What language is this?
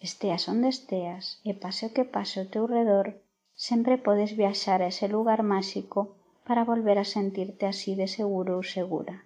Galician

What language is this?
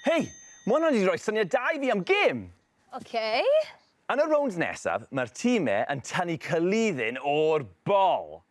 Welsh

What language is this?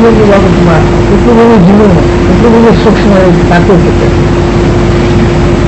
Gujarati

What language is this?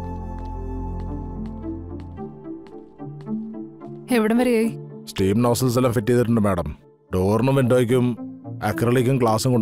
Malayalam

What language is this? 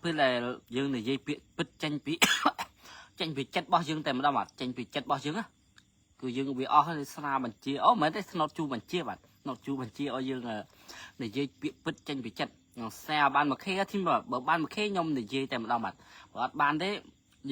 Khmer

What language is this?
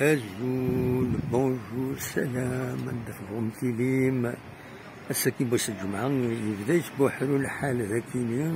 Kabyle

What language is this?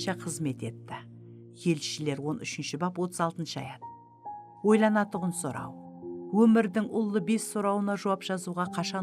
Kara-Kalpak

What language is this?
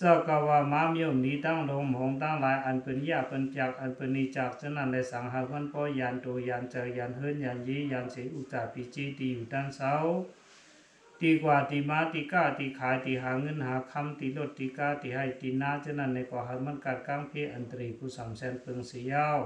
Shan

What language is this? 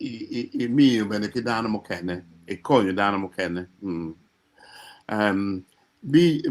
Acoli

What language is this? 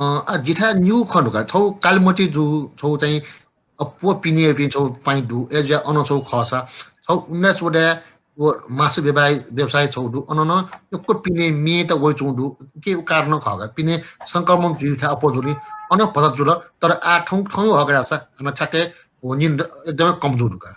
Newari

